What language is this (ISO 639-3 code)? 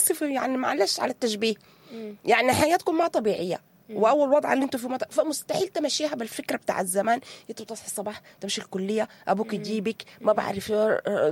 apd